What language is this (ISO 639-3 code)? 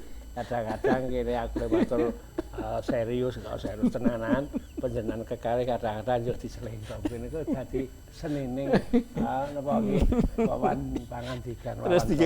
jav